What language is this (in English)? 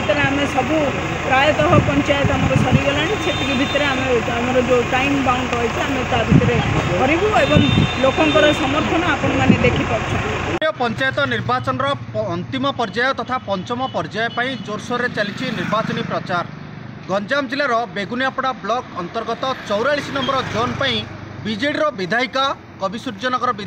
Odia